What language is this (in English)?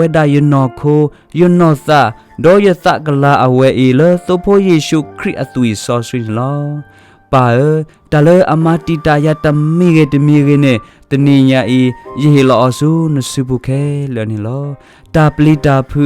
S'gaw Karen